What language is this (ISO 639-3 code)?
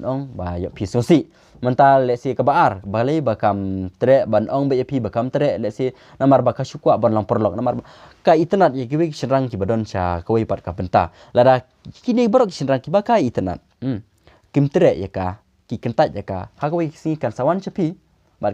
kha